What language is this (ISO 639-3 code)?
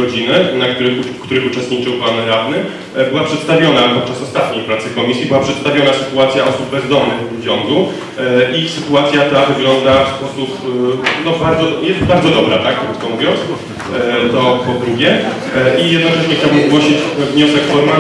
pol